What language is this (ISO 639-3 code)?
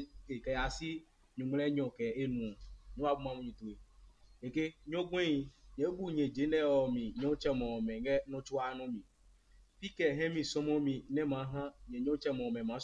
ada